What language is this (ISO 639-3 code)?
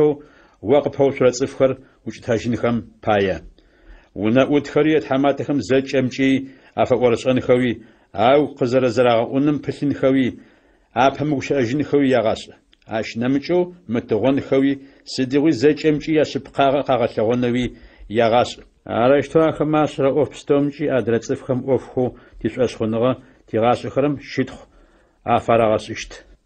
ady